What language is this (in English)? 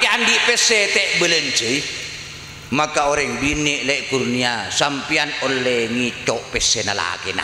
Madurese